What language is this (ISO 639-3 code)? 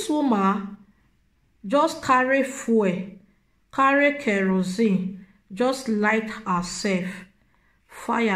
pcm